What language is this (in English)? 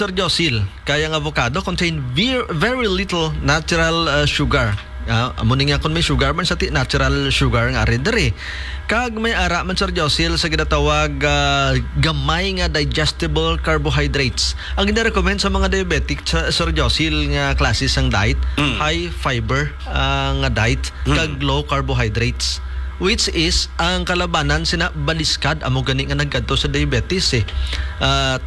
Hiligaynon